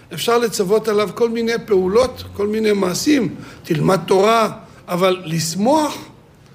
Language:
Hebrew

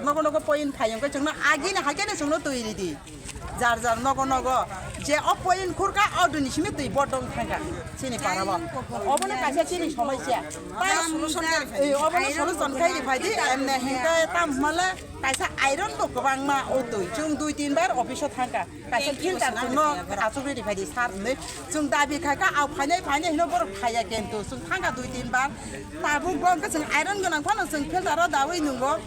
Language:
Kok Borok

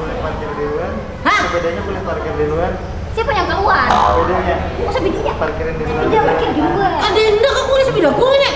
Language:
Banjar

